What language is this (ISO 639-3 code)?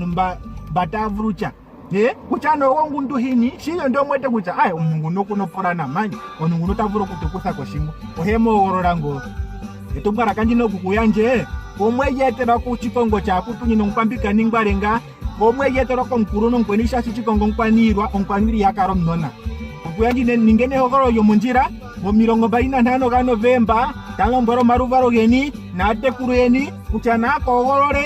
ndo